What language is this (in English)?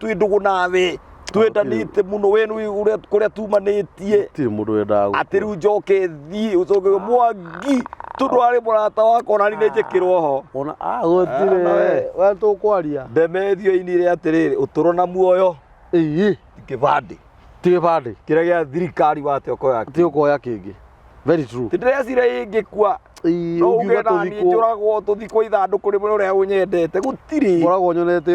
Kikuyu